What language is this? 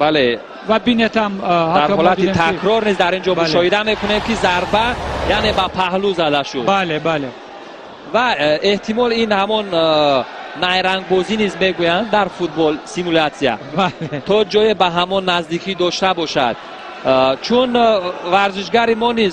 Tajik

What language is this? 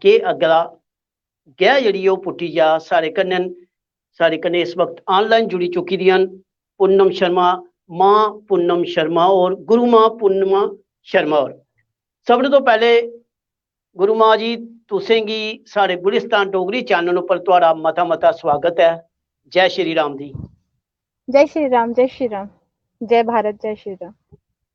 Dogri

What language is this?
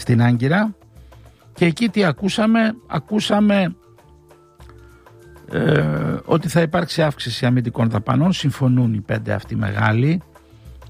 Greek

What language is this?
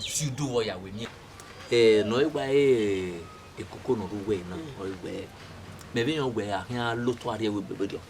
Bini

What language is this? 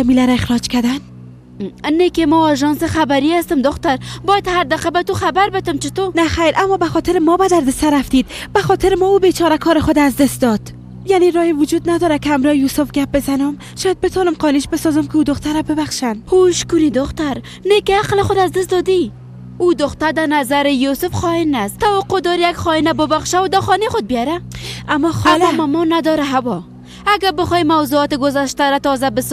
Persian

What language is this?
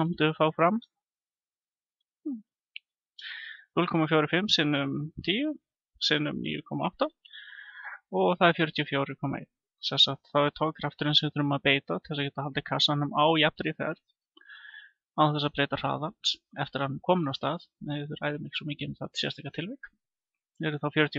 Icelandic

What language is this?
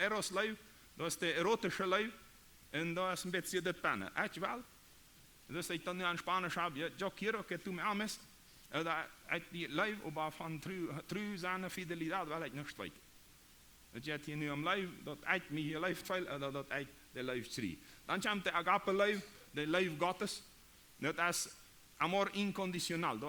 Plautdietsch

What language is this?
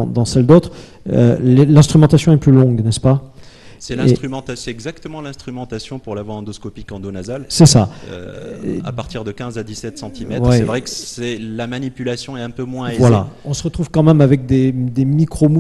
French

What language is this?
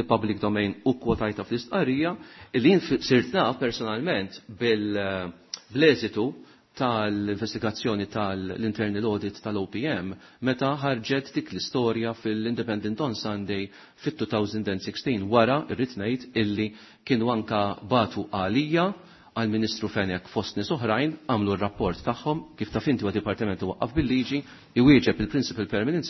Maltese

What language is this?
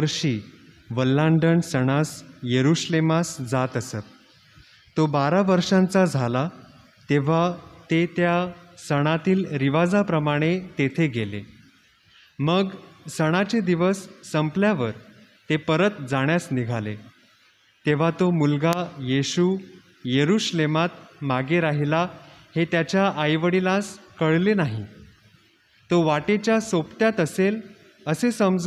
Marathi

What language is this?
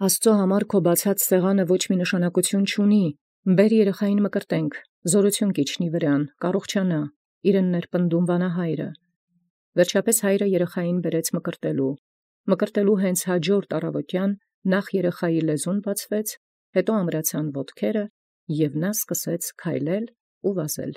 Armenian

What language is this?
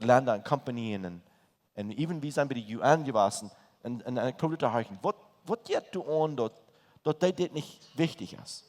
Plautdietsch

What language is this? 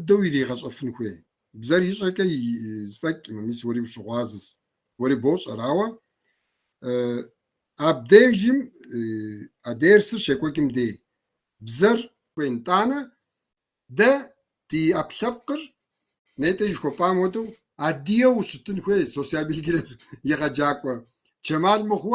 Kabardian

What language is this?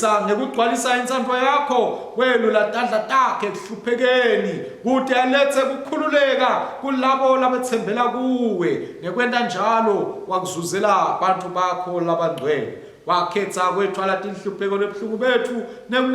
Swati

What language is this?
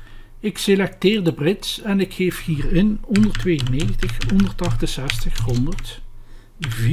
Dutch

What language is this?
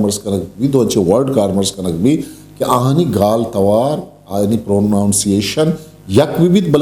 Eastern Balochi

